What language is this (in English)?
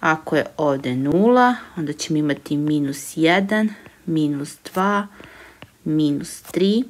Serbian